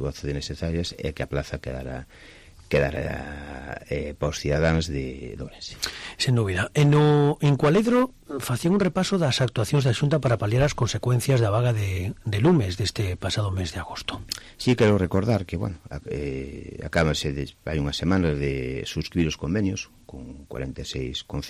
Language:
Galician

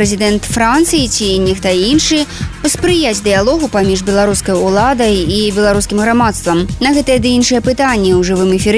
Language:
Belarusian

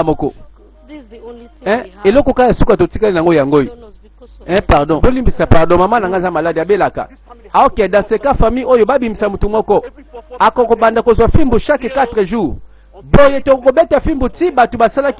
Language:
Lingala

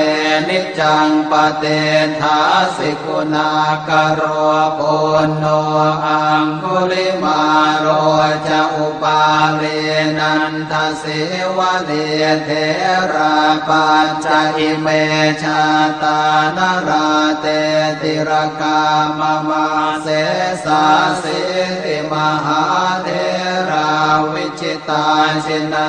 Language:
Pali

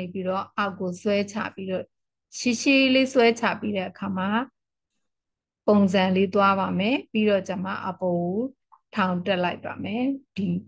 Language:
Burmese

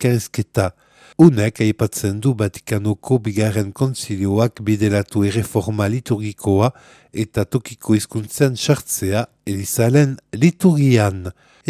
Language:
Basque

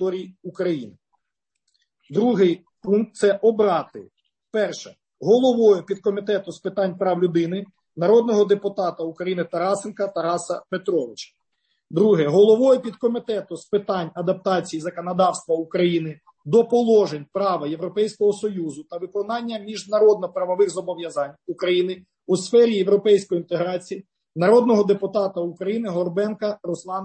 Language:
Ukrainian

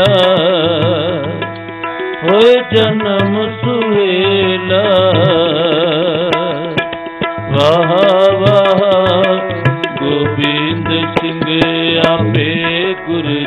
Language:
Punjabi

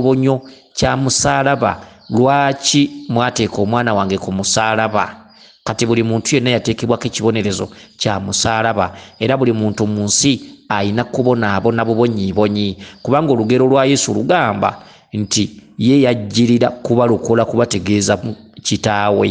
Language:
Ganda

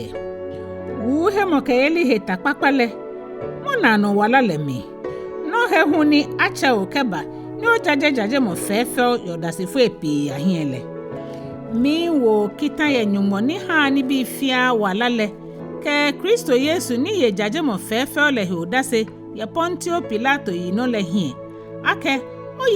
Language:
Ga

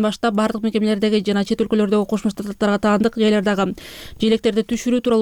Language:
Kyrgyz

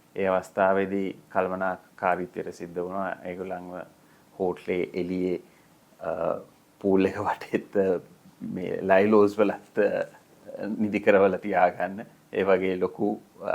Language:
Sinhala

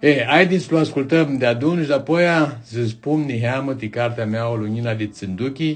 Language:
Aromanian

